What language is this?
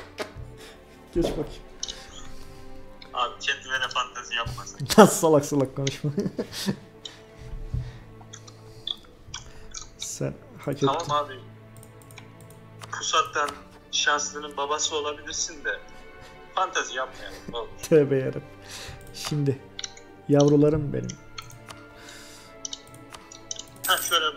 Turkish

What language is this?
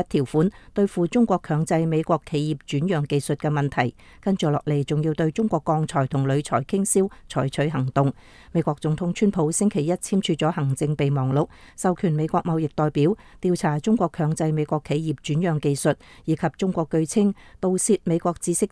Cantonese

